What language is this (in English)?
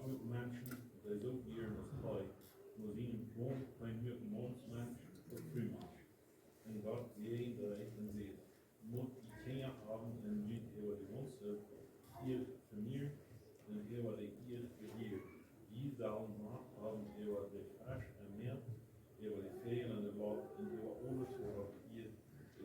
Plautdietsch